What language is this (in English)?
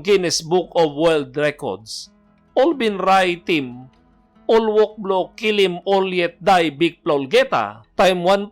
Tok Pisin